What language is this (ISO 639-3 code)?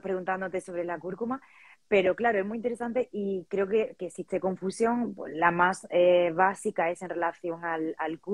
spa